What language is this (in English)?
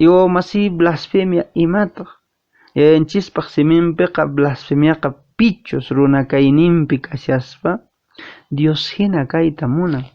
Quechua